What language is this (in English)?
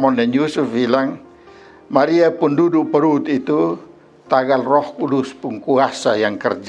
Kupang Malay